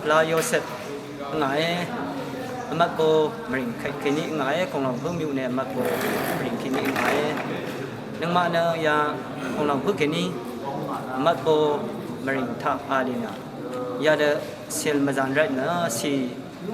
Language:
Rawang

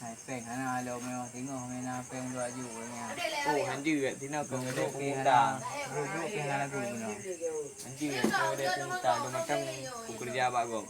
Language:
Achinese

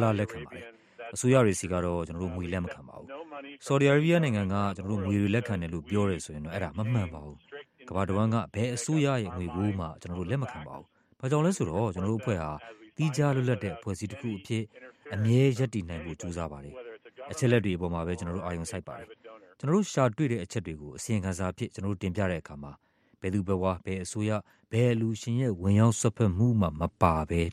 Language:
Burmese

